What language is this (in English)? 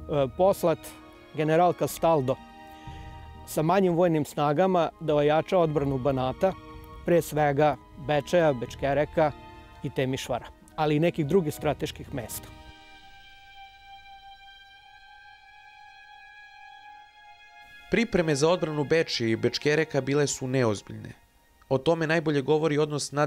Serbian